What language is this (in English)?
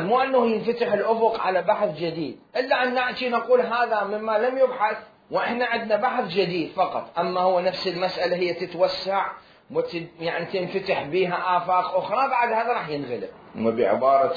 Mesopotamian Arabic